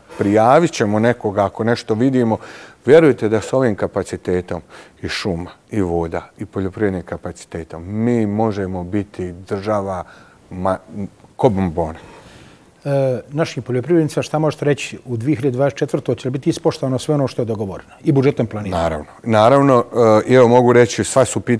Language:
Bosnian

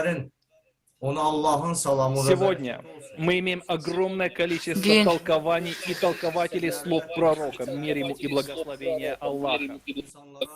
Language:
Gagauz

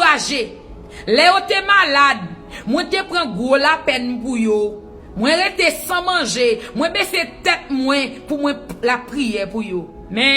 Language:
Haitian Creole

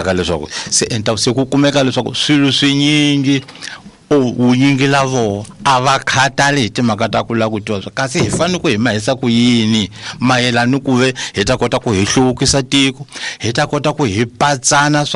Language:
Tsonga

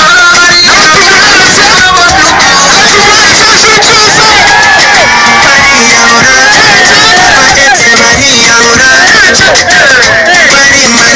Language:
Kinyarwanda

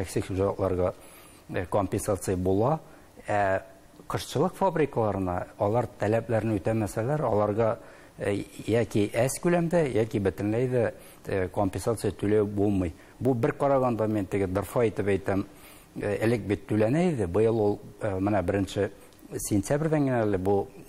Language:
Tatar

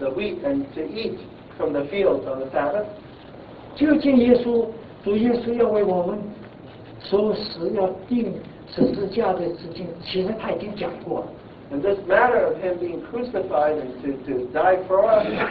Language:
Chinese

